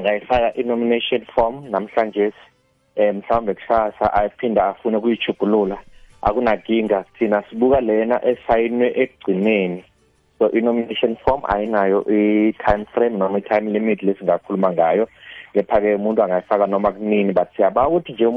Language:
South Ndebele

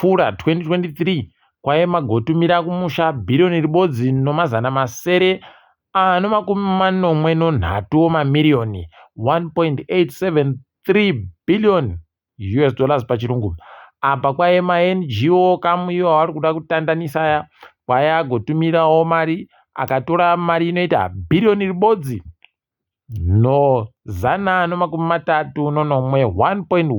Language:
Ndau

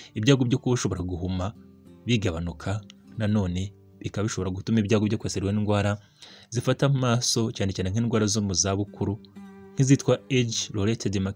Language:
Kinyarwanda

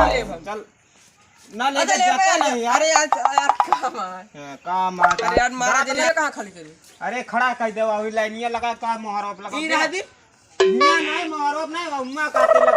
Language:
Awadhi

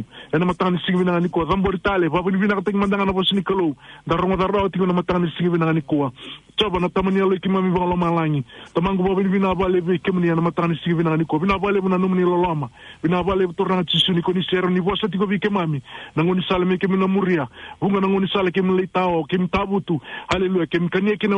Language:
Fijian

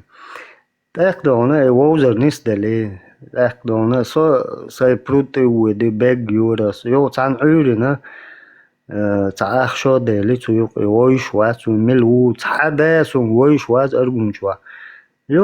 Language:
Chechen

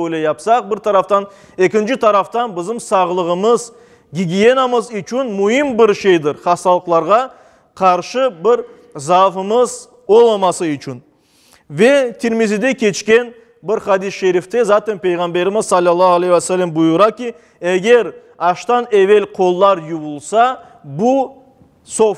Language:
Crimean Tatar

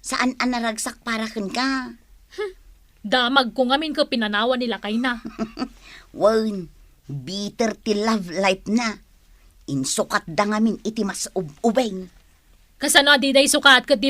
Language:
Iloko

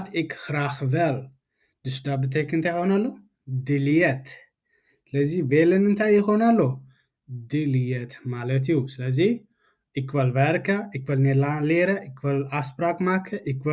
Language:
Tigrinya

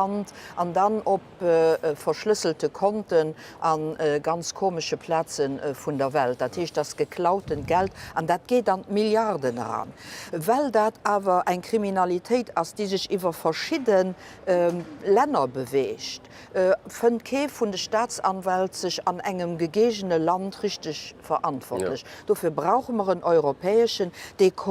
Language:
Luxembourgish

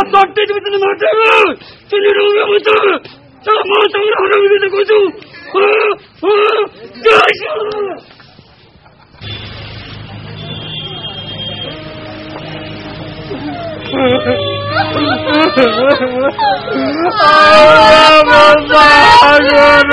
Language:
Odia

